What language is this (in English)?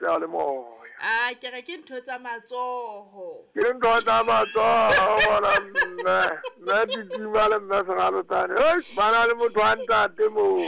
Southern Sotho